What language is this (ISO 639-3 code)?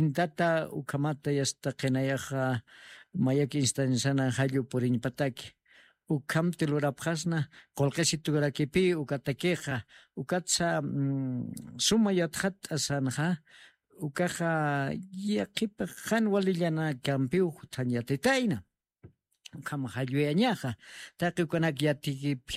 aym